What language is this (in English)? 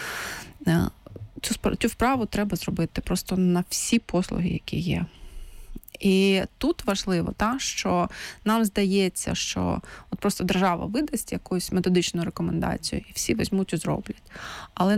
Ukrainian